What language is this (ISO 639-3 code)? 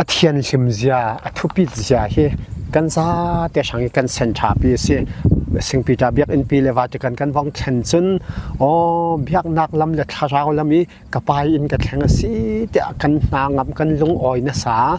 cfm